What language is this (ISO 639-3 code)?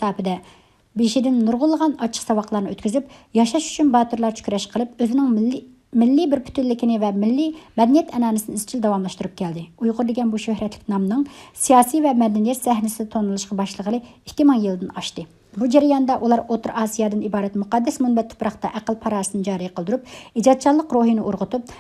uig